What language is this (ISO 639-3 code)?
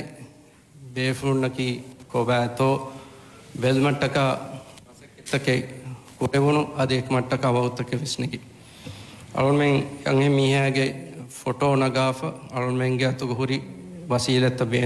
div